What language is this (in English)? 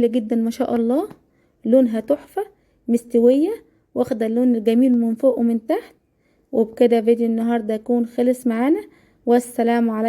Egyptian Arabic